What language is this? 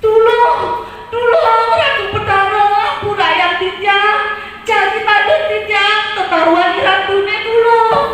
Balinese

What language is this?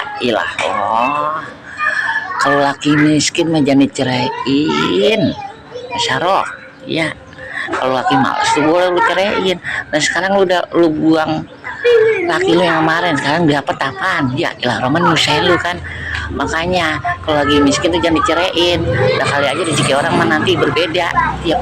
Betawi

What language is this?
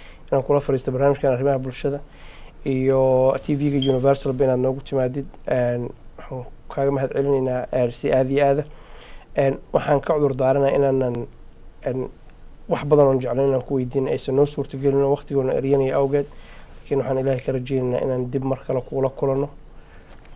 Somali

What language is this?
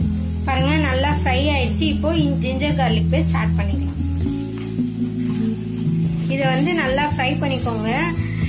Tamil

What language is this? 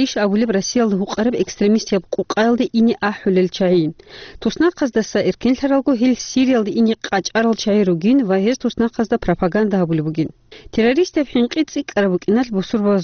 Avaric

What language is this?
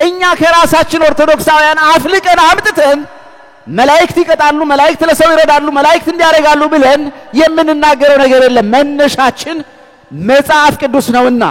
Amharic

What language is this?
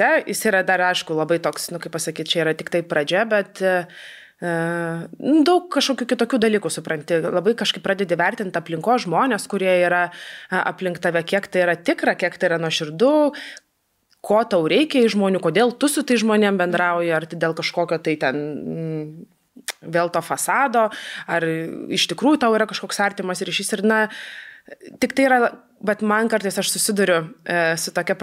Lithuanian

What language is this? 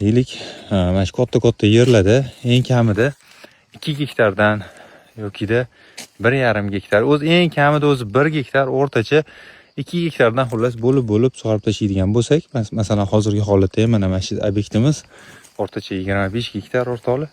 Uzbek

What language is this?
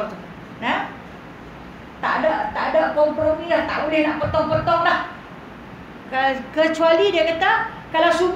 Malay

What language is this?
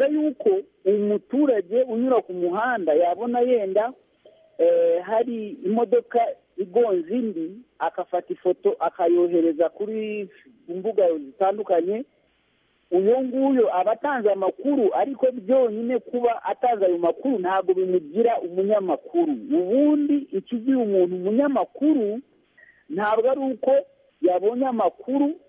Kinyarwanda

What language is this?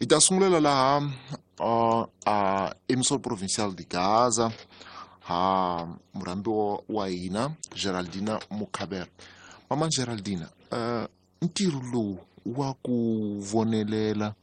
Tsonga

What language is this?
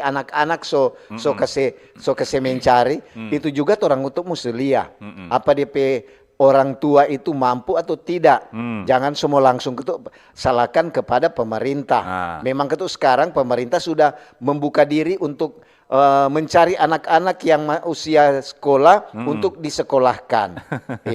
Manado Malay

